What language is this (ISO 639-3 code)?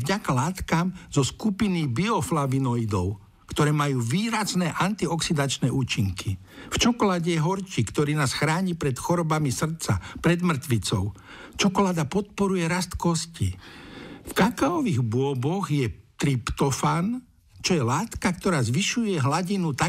slk